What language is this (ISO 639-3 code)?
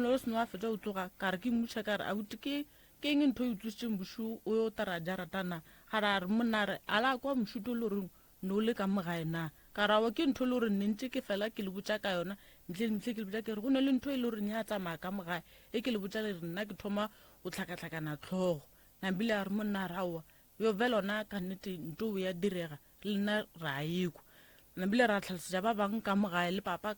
nso